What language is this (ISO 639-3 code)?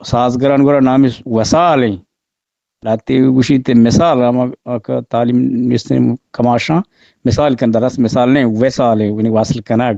bgp